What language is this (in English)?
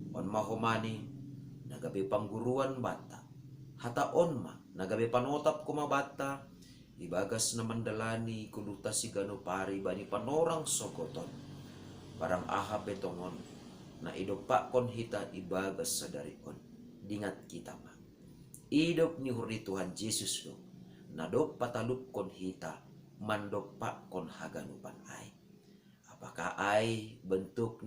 Batak Simalungun